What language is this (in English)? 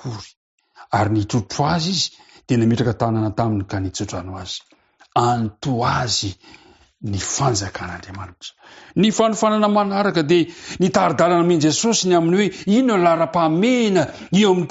Malagasy